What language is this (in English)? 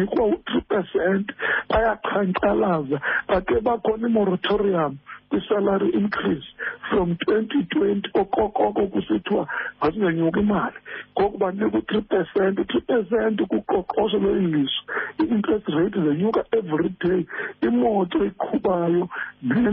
Xhosa